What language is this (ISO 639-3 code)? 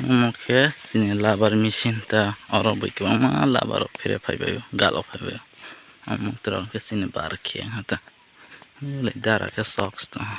trp